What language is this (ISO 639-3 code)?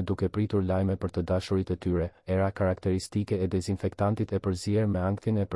sqi